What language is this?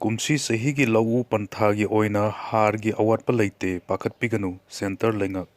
Manipuri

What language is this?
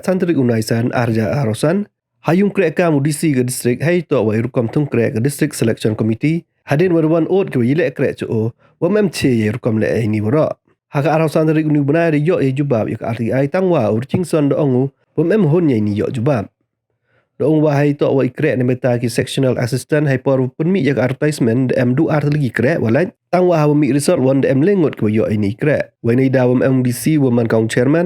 Pnar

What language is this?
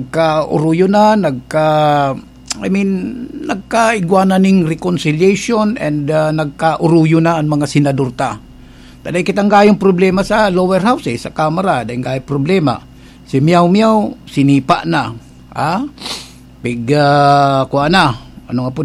Bikol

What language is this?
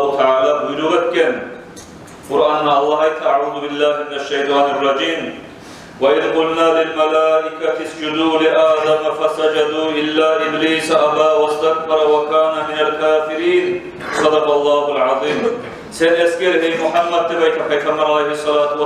Kumyk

